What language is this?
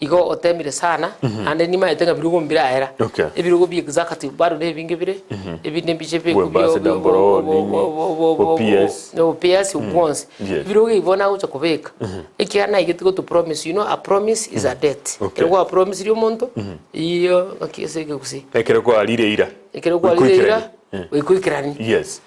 Gusii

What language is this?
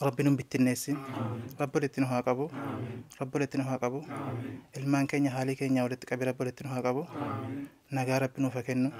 Oromo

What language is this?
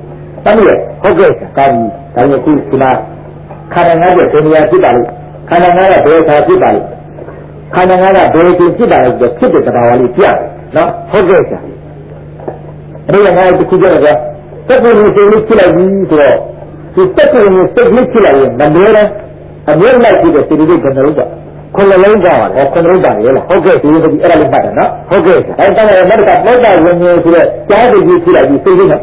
Burmese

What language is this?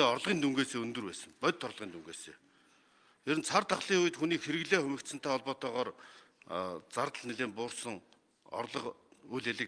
Mongolian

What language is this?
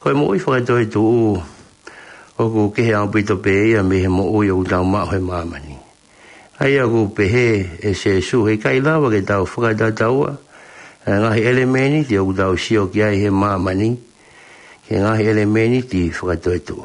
Tongan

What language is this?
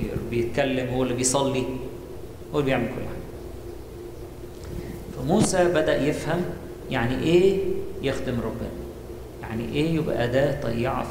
Egyptian Arabic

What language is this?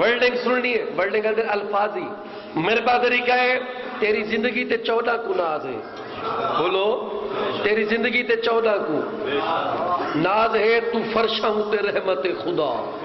Saraiki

